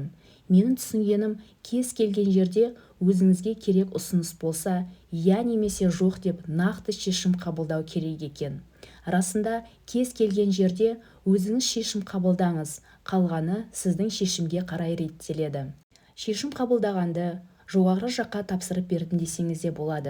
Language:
Kazakh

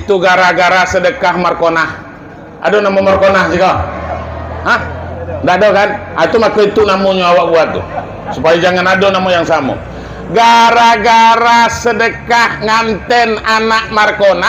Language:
Minangkabau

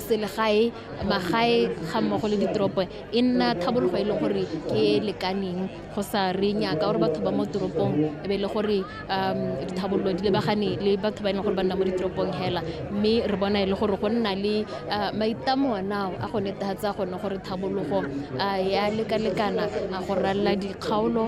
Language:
Tswana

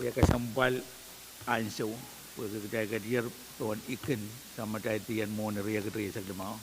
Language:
Pohnpeian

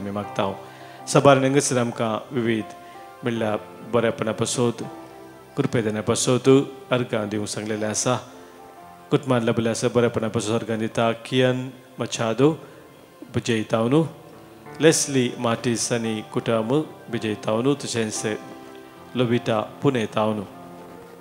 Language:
Konkani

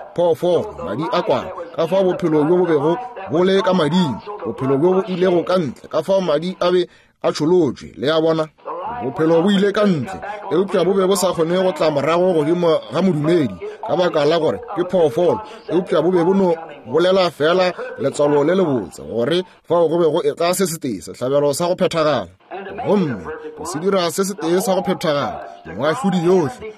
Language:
Northern Sotho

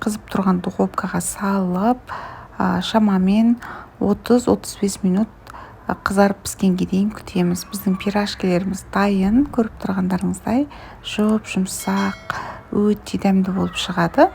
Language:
Kazakh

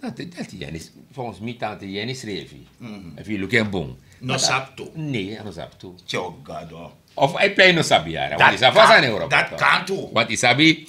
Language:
Sranan Tongo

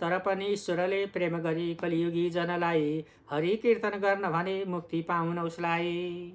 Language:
Nepali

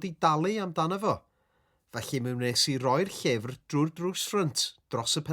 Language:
Welsh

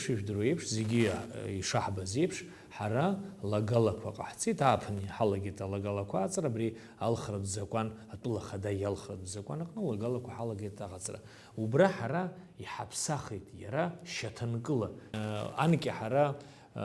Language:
Abkhazian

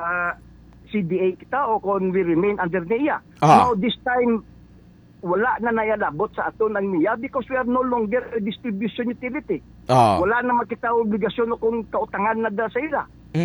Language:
Hiligaynon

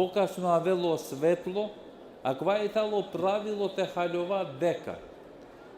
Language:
Balkan Romani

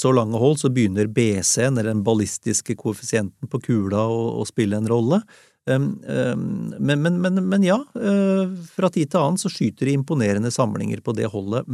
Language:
Norwegian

